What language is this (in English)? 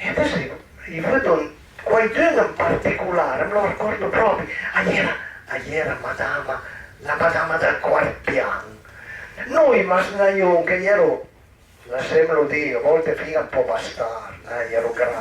Piedmontese